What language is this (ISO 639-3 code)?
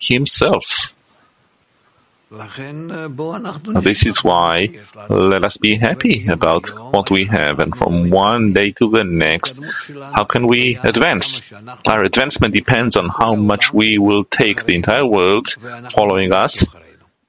eng